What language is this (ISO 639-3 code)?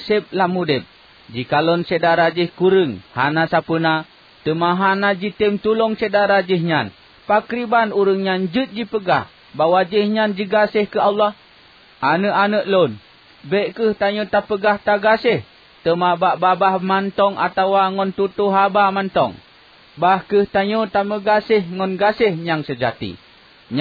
ace